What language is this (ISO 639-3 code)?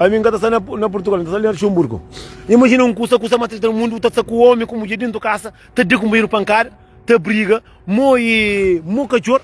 kea